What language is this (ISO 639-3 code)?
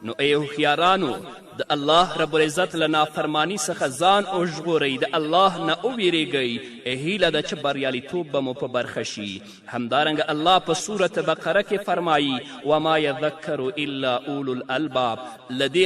pus